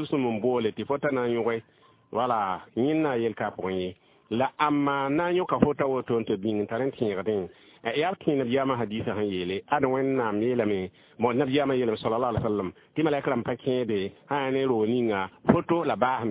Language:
Mossi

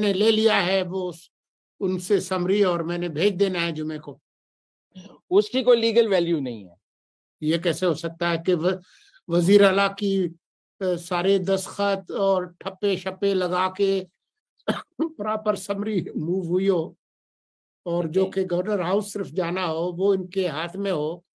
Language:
Urdu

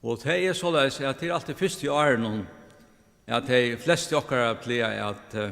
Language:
Faroese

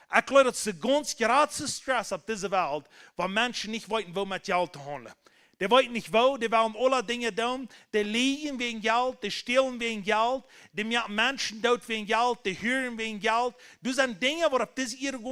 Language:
Plautdietsch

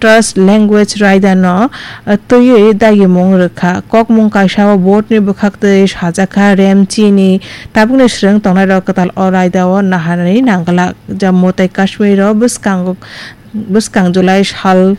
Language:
Kok Borok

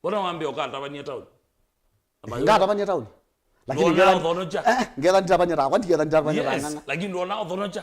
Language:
Kamba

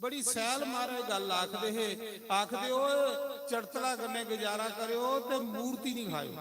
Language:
Dogri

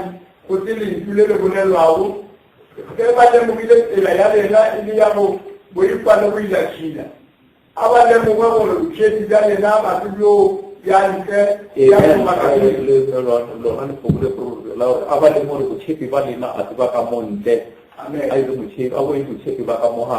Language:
Northern Sotho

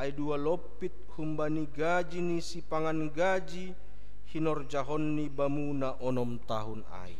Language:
Batak Simalungun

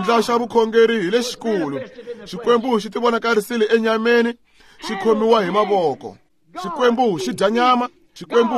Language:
Tsonga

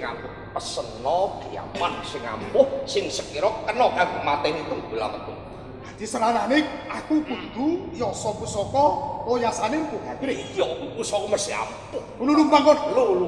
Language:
Javanese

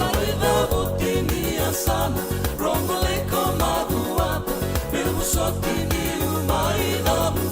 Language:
Fijian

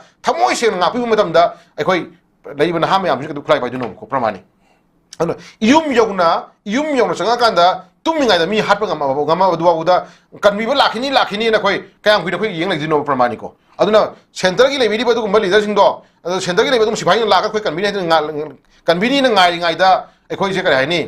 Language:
Manipuri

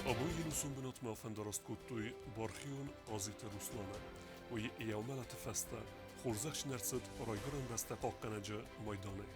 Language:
Ossetic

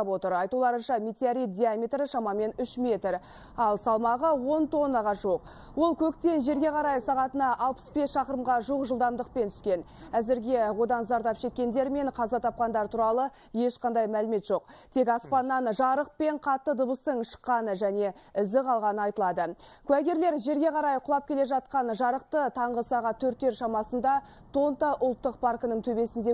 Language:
Kazakh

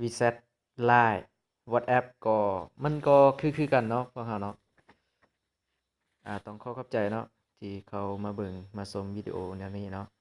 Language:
Lao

